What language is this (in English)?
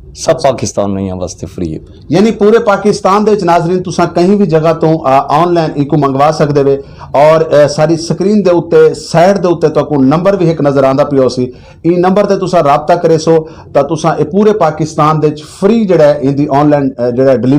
Saraiki